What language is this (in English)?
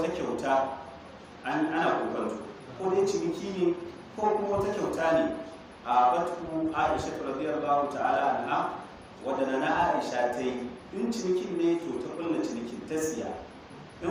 Hausa